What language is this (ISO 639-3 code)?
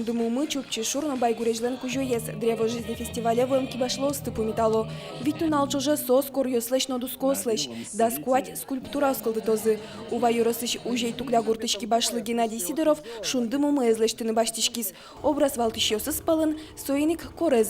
udm